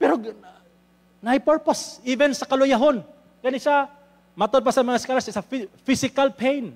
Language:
Cebuano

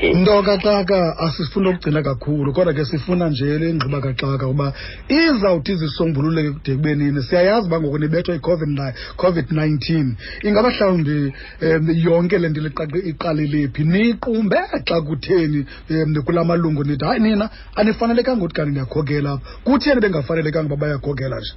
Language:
Xhosa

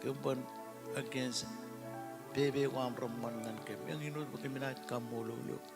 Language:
Marshallese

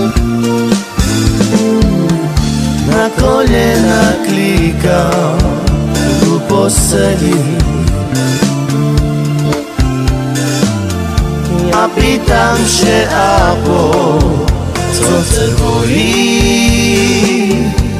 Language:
Slovak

